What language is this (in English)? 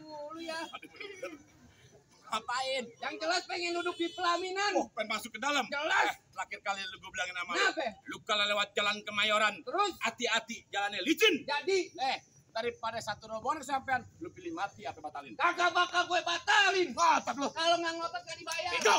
Betawi